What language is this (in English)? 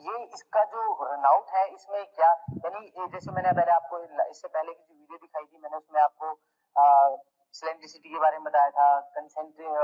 Hindi